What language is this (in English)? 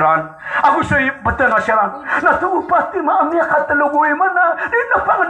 Maranao